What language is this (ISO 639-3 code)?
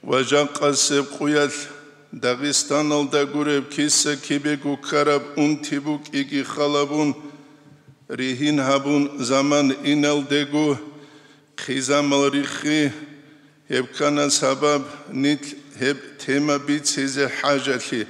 ava